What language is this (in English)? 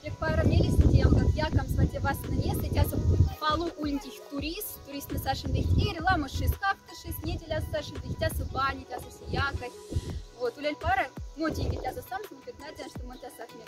Moksha